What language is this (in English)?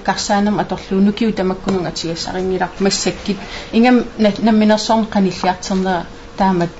Kalaallisut